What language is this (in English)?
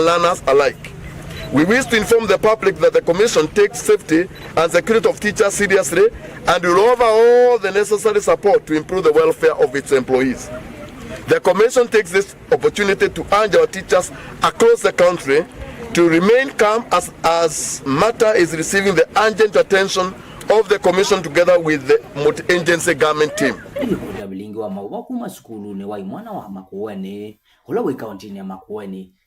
Kamba